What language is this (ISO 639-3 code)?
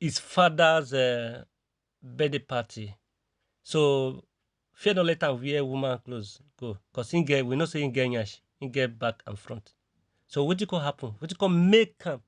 pcm